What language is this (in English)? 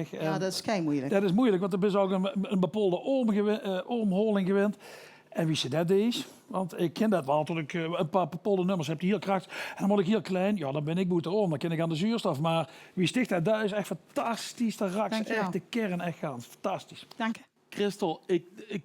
Limburgish